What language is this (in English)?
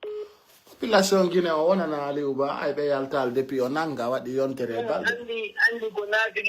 Pular